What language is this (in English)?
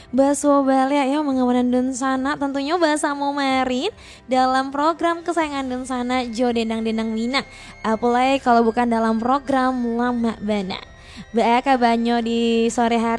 Minangkabau